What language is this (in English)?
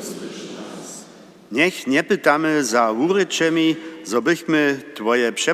Upper Sorbian